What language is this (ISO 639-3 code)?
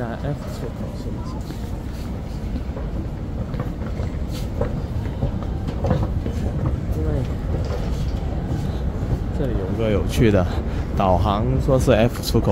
zho